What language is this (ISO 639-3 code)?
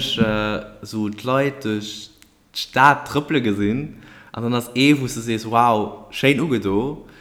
ltz